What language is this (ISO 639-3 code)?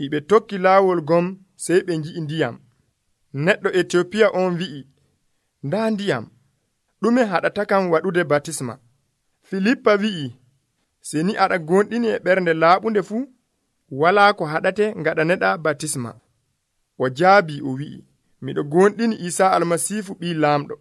fuv